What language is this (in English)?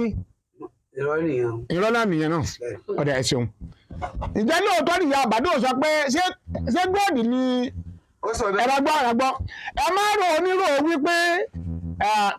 Yoruba